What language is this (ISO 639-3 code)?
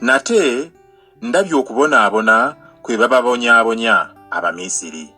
lug